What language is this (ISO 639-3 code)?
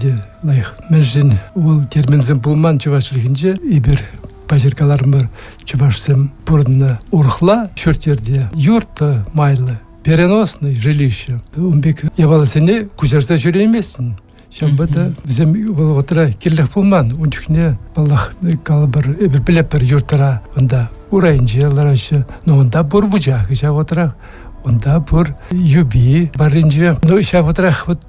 chv